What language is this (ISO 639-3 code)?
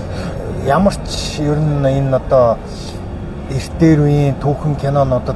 mon